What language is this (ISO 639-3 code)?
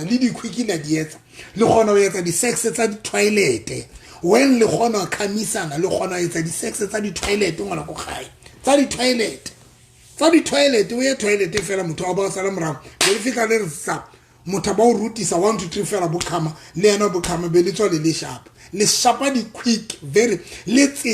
sot